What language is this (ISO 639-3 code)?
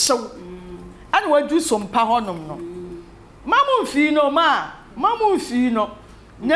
aka